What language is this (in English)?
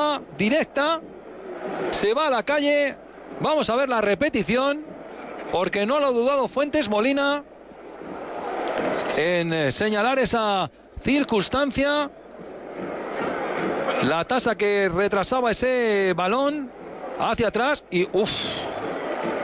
Spanish